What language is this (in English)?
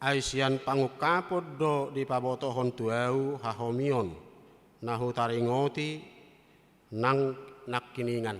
Batak Toba